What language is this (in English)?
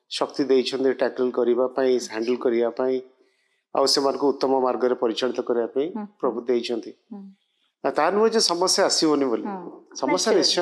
Odia